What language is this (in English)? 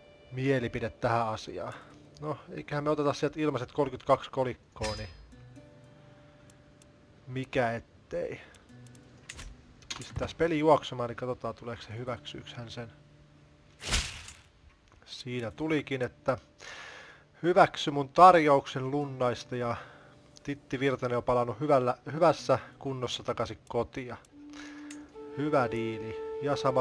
Finnish